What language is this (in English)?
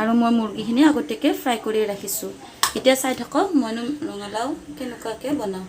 Assamese